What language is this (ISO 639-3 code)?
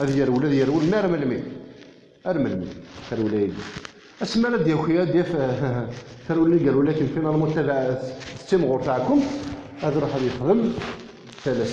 kab